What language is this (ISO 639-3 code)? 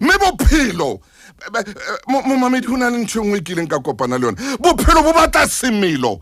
sot